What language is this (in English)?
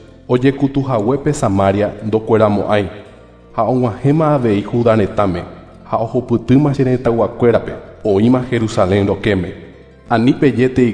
Guarani